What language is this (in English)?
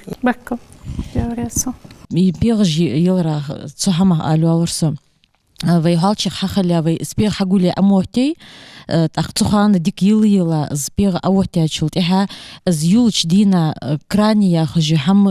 Ingush